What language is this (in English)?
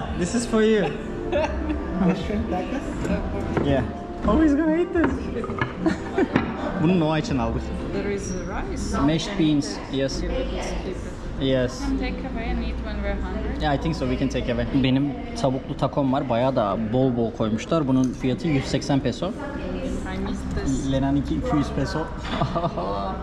Turkish